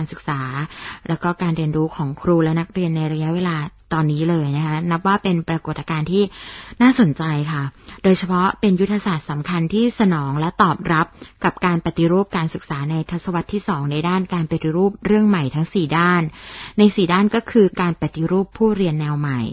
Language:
Thai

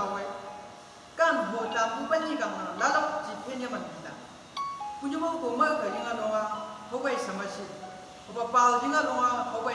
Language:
Chang Naga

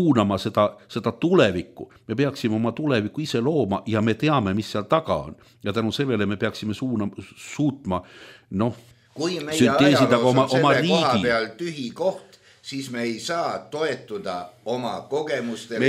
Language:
Estonian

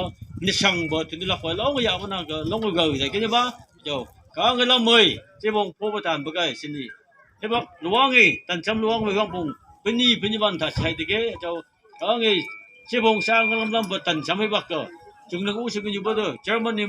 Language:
Phom Naga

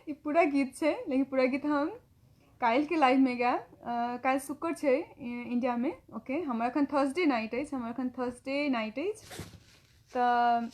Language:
Maithili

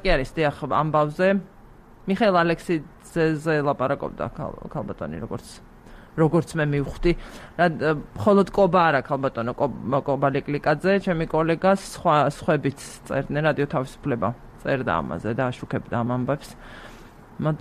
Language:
Georgian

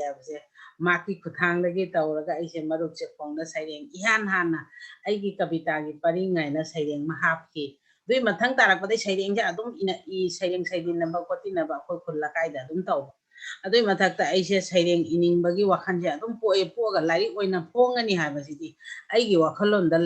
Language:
Manipuri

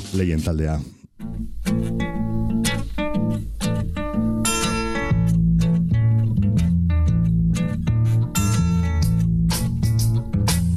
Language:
Basque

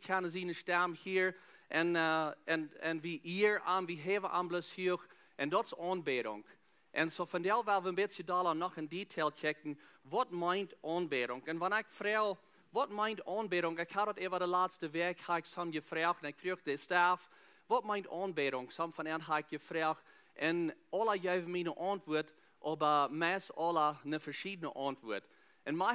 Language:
Plautdietsch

